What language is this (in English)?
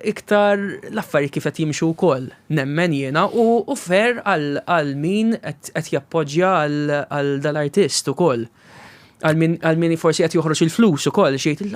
Maltese